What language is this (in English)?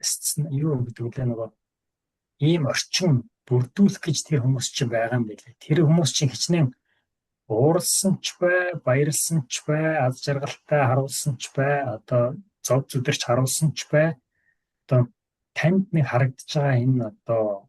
Mongolian